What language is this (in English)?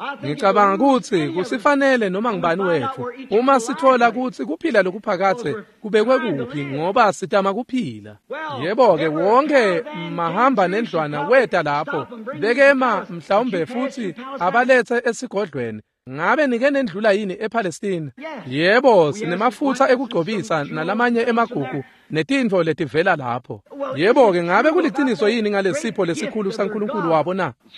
Swati